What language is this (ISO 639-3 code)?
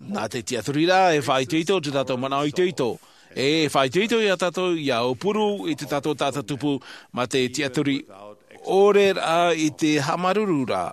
tah